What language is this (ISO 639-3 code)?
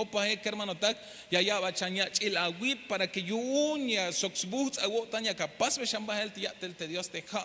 tzh